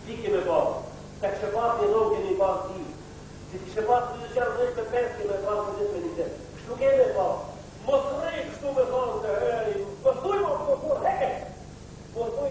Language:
Bosnian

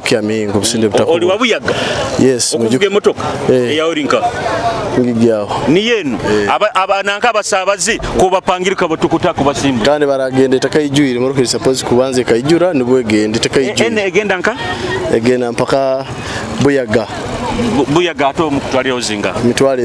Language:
Nyoro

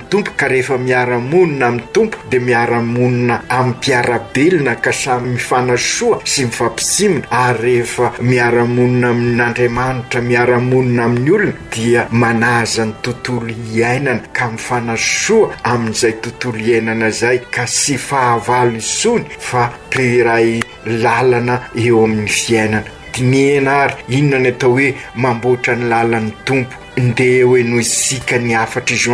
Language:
Malagasy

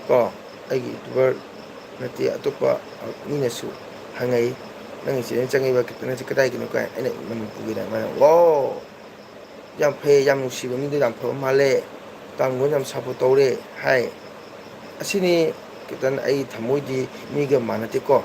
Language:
Manipuri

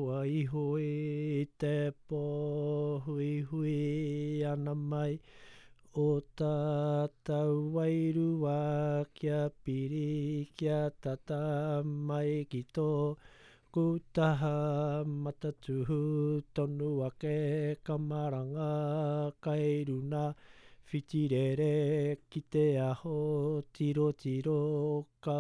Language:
Latvian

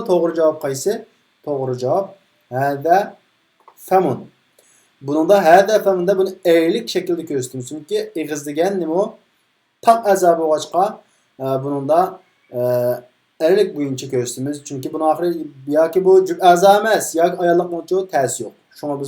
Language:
Uyghur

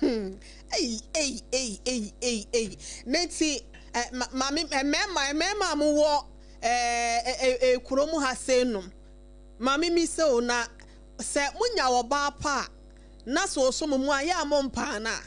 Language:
Akan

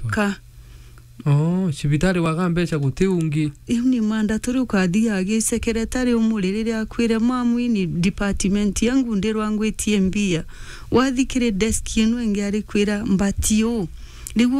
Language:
Meru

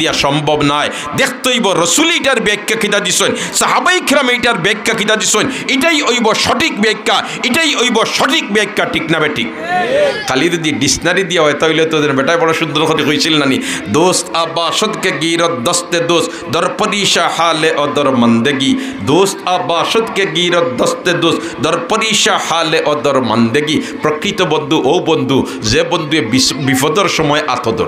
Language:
Sylheti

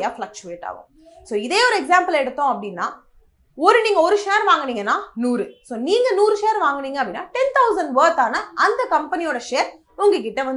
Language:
Tamil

